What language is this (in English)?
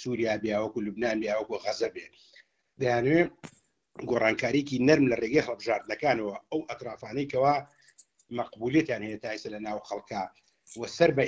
Central Kurdish